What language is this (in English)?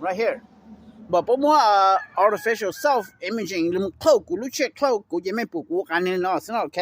Hmong